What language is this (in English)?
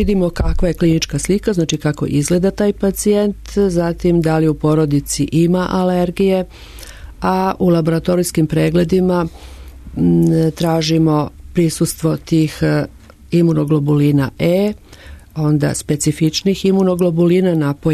Serbian